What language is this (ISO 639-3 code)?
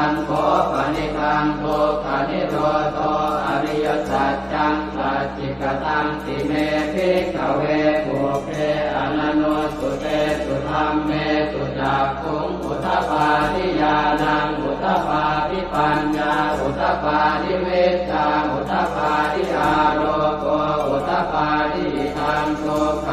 pli